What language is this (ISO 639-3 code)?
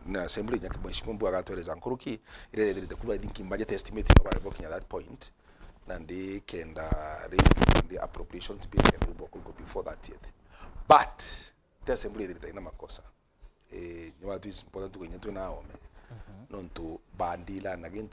mer